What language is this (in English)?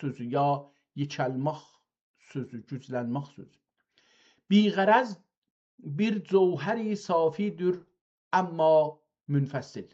South Azerbaijani